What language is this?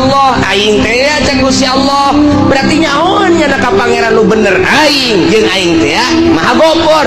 Sundanese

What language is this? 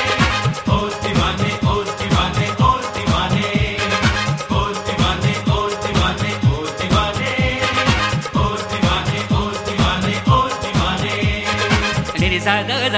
Hindi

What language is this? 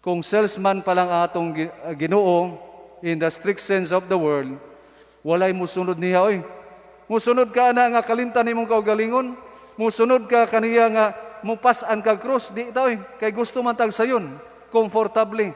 Cebuano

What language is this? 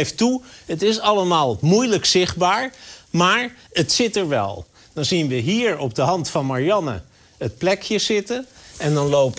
Dutch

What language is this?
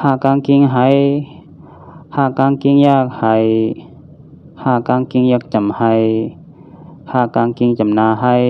Shan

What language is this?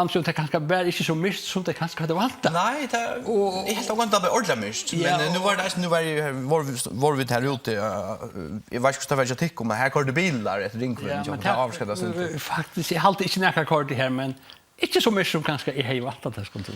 Faroese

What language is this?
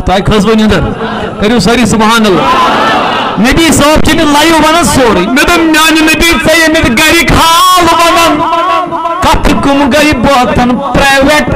Kashmiri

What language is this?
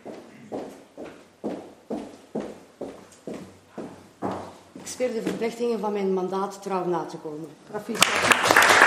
Dutch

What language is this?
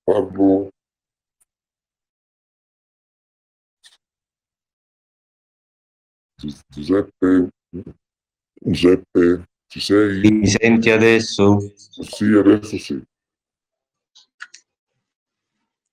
Italian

